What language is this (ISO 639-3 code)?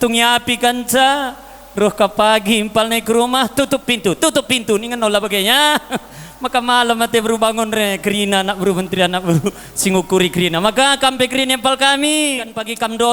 btx